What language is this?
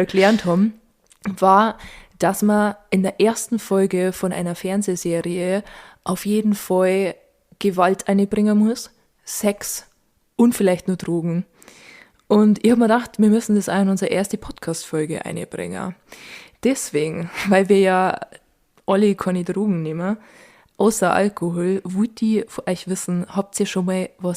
Bavarian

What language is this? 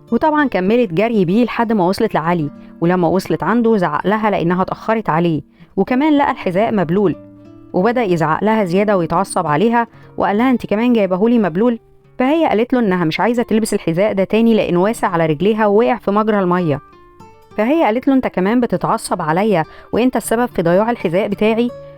Egyptian Arabic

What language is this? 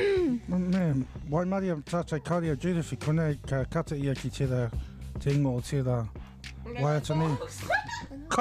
Māori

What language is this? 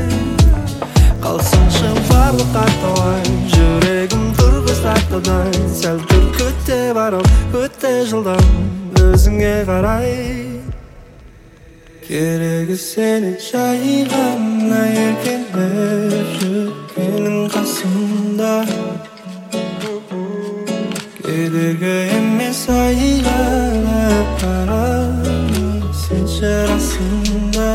Kazakh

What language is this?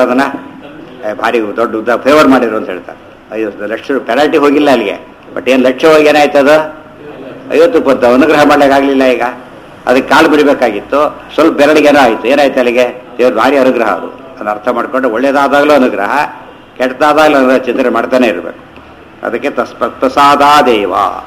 Kannada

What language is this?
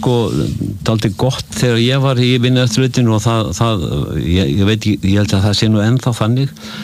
Icelandic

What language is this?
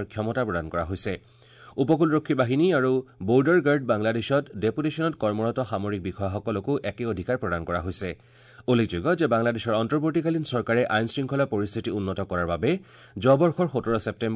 Assamese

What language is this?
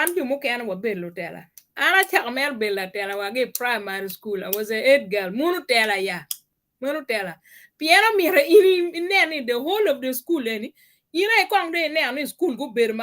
Acoli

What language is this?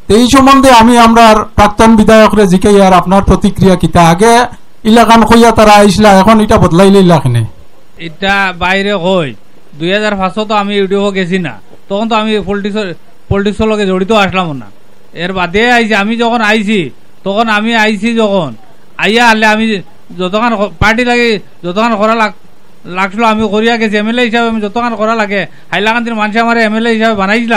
Sylheti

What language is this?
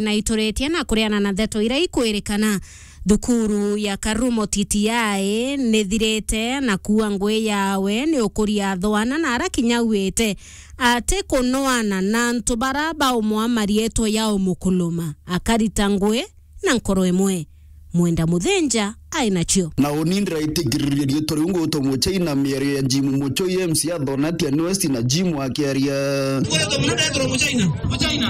Meru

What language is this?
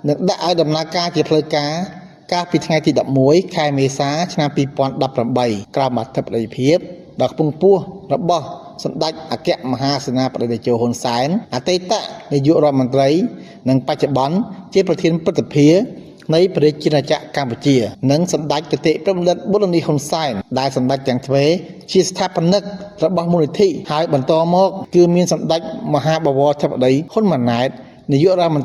Khmer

